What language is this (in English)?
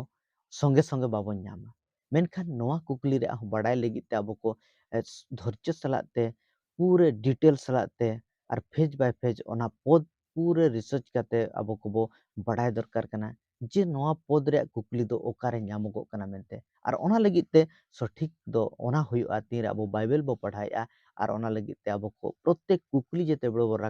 Santali